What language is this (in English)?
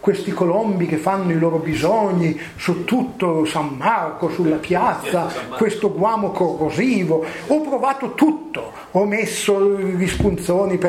Italian